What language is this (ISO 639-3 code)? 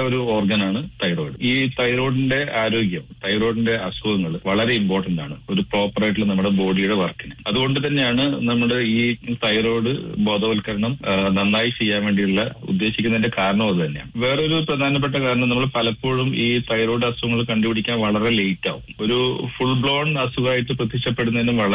mal